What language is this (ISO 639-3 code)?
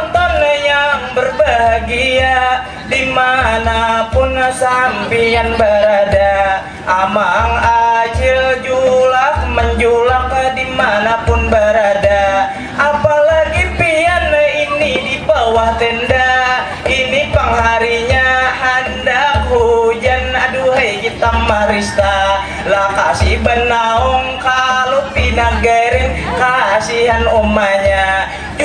bjn